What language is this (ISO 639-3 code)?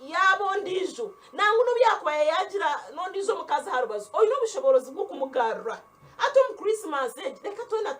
nyn